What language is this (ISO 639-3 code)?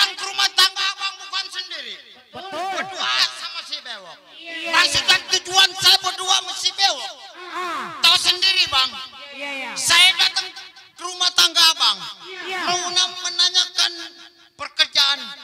bew